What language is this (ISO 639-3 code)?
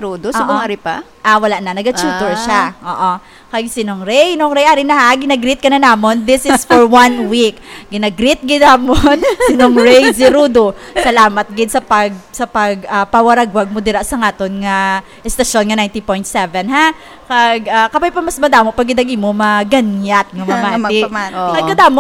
hil